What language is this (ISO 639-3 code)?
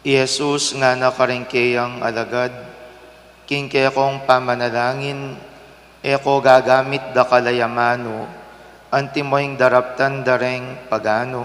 pam